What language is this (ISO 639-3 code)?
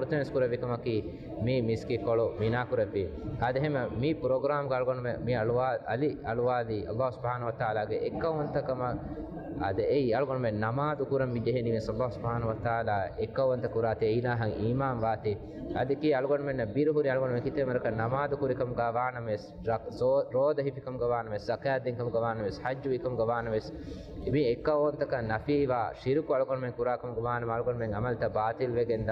div